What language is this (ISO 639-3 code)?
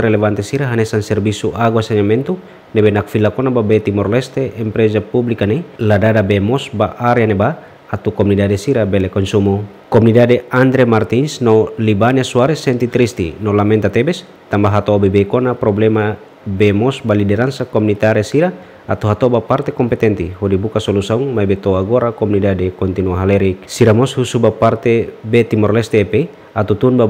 tet